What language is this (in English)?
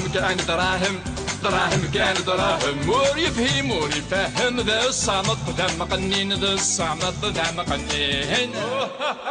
Kabyle